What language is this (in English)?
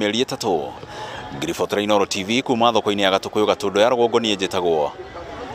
Kikuyu